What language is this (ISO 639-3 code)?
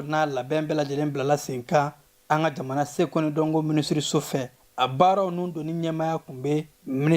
bam